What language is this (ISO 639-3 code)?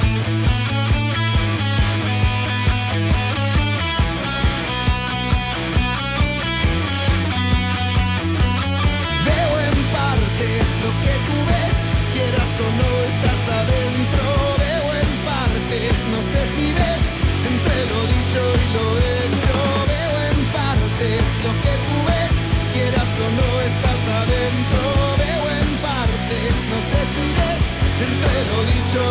spa